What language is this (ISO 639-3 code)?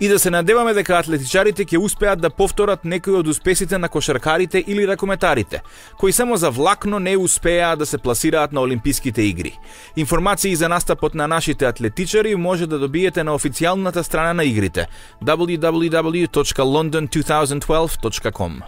mkd